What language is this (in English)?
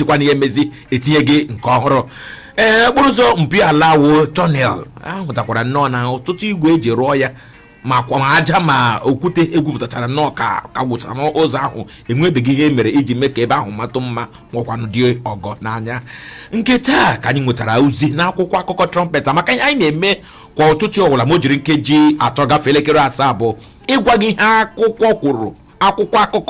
Igbo